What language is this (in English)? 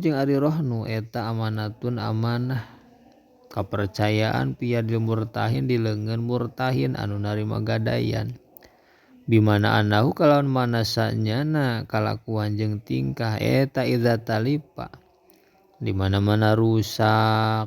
Sundanese